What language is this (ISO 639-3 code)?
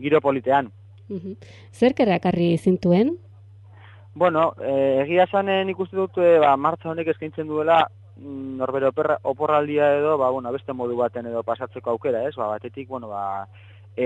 eus